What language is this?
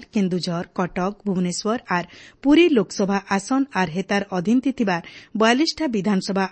Odia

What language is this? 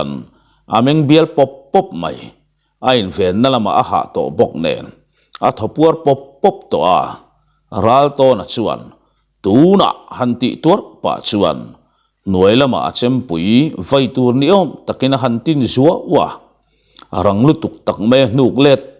Mizo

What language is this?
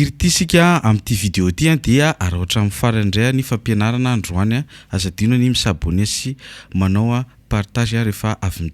Malagasy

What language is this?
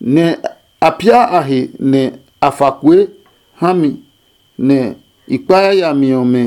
Adangme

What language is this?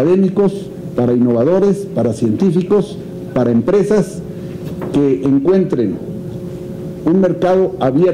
Spanish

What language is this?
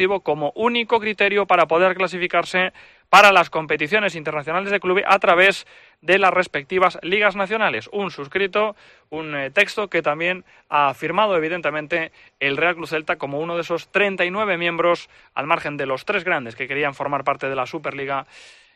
Spanish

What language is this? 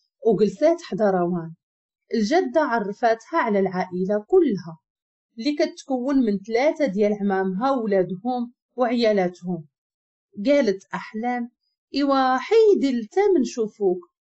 Moroccan Arabic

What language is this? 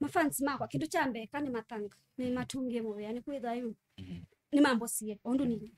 Kamba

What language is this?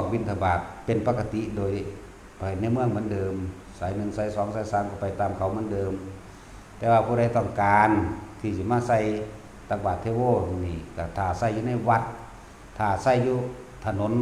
Northeastern Thai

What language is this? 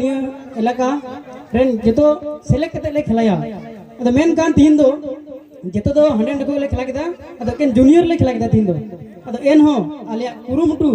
Santali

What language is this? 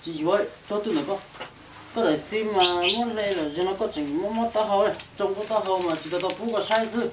Hmong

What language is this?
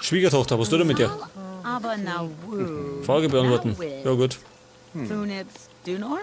Bavarian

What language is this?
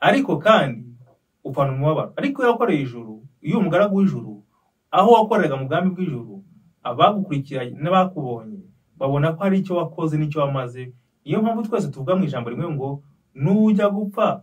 Kinyarwanda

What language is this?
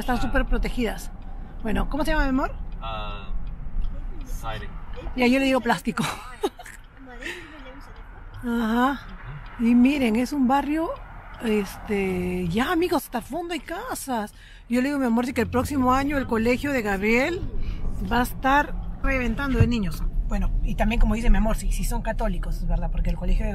Spanish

